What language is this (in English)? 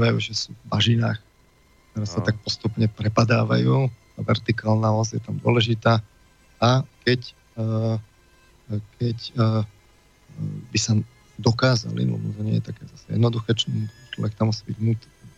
Slovak